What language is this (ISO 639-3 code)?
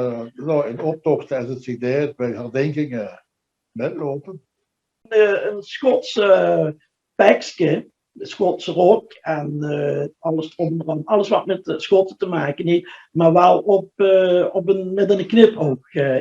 lim